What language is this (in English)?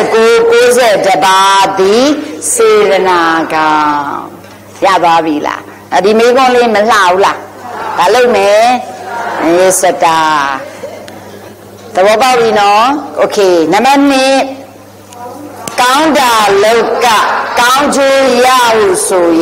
Burmese